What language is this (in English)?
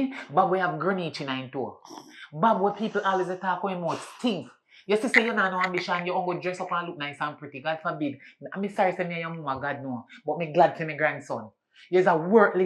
Jamaican Creole English